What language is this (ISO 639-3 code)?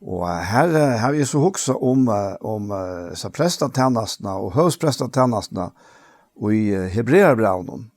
fao